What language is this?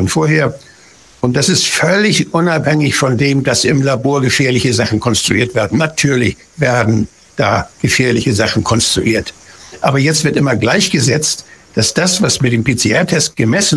German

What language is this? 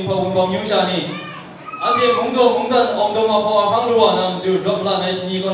Kachin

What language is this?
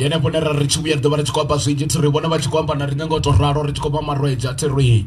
Venda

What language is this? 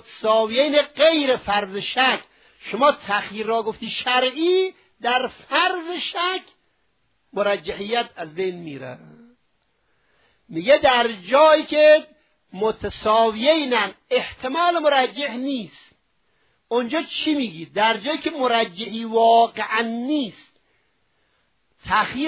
Persian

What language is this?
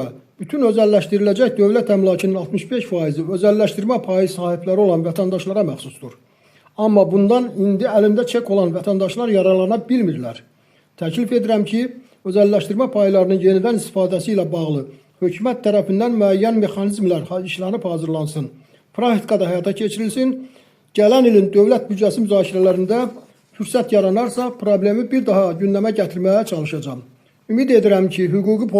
Azerbaijani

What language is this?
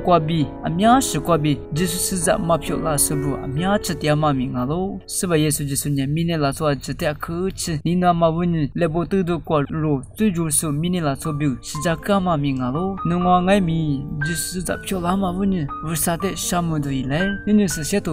Lisu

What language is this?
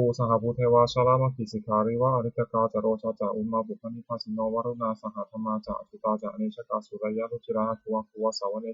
Pali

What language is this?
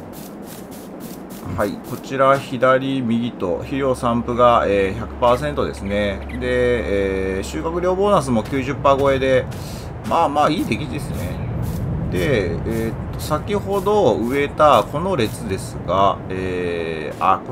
Japanese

